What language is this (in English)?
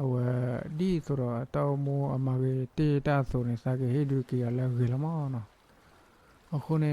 S'gaw Karen